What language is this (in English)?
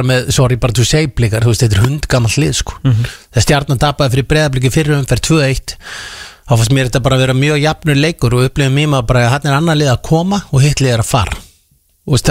Icelandic